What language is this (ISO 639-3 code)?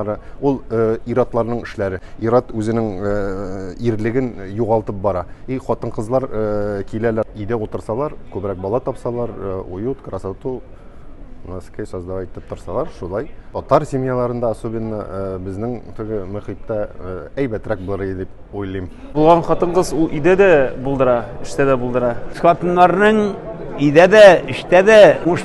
tat